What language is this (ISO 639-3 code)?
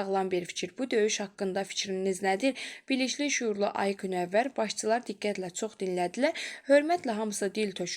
aze